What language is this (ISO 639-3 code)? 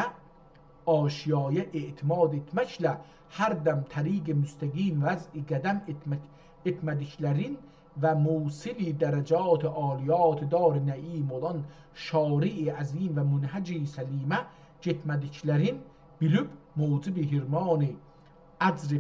azb